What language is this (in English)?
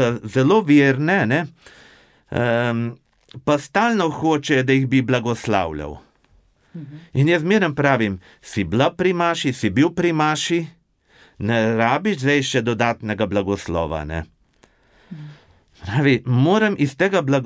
Slovenian